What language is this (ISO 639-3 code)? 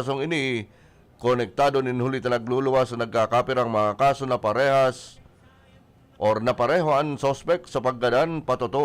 bik